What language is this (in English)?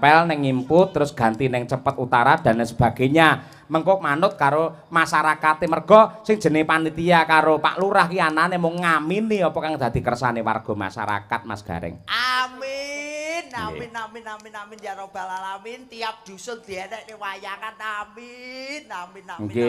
Javanese